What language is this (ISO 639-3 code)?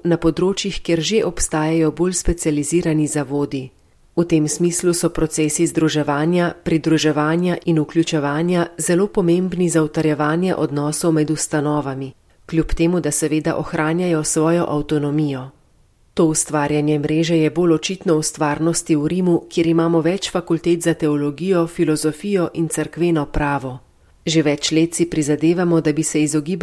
slv